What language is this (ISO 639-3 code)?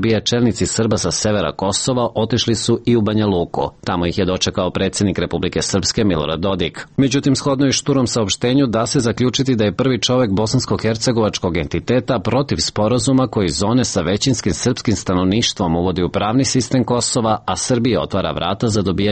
srp